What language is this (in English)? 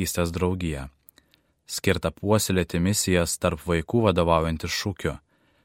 Lithuanian